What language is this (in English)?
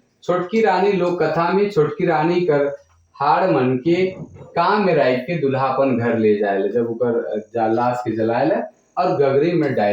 Sadri